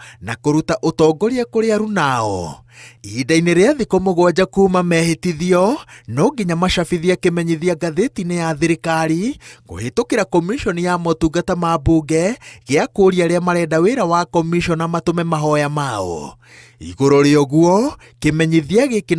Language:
Kikuyu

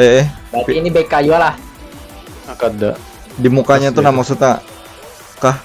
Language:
Banjar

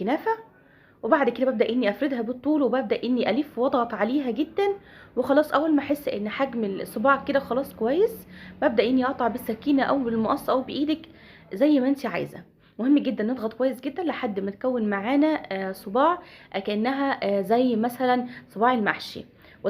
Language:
Egyptian Arabic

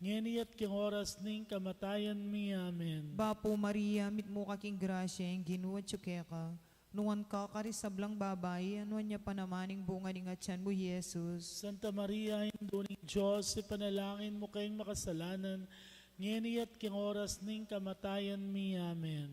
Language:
Pampanga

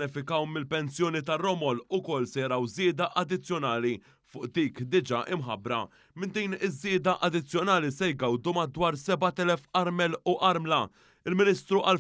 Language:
Maltese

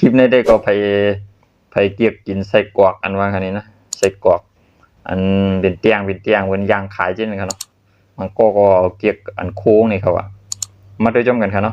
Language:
Shan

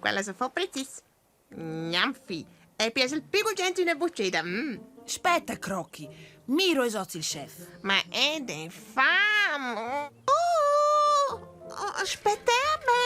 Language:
Romansh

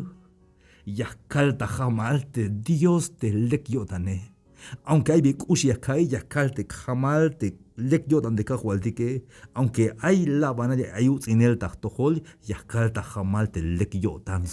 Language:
Tzeltal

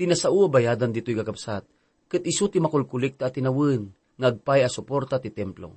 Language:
Iloko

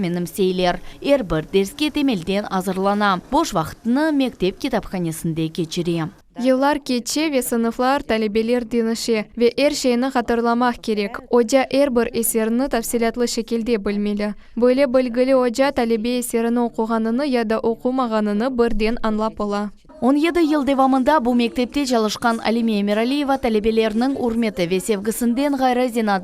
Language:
Crimean Tatar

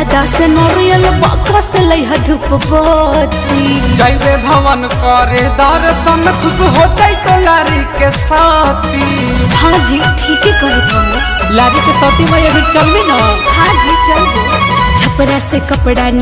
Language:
Bhojpuri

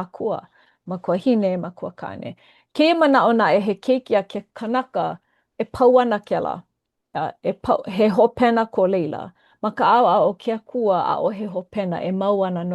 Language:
Hawaiian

